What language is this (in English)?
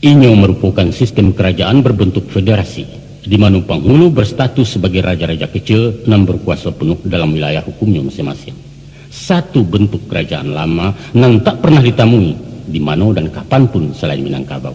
Minangkabau